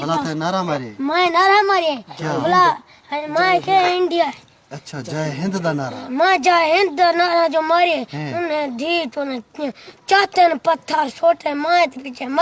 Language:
Saraiki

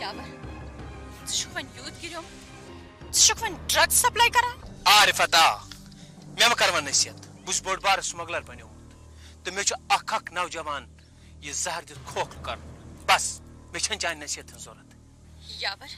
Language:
Kashmiri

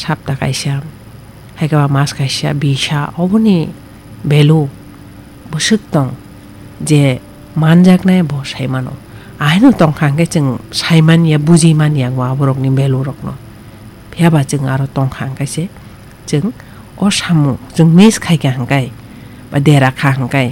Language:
Kok Borok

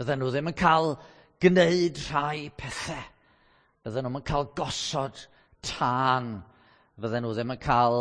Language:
Welsh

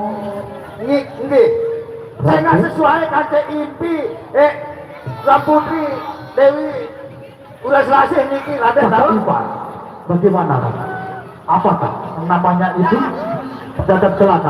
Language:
Sasak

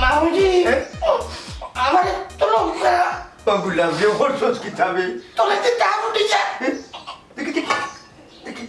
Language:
Sylheti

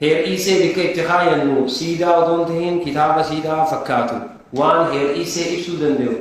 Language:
Oromo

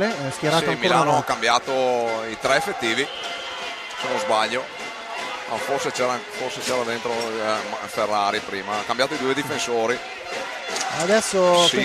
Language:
Italian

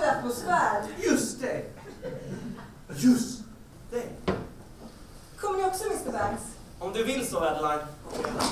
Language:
Swedish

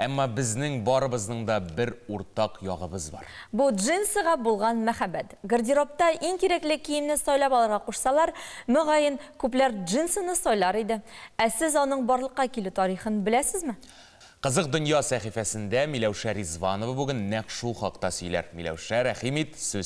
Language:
Tatar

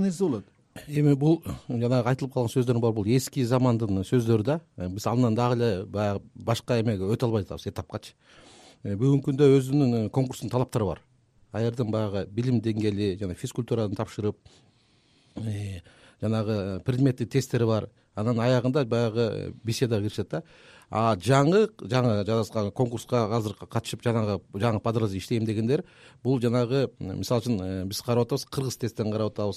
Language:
Kyrgyz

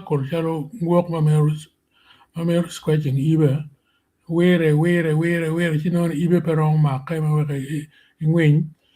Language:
Acoli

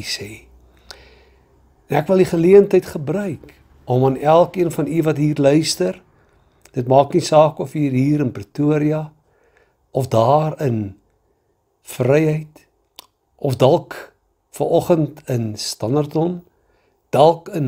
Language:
Afrikaans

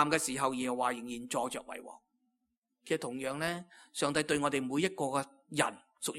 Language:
Cantonese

